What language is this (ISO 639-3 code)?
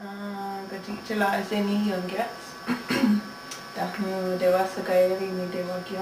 moh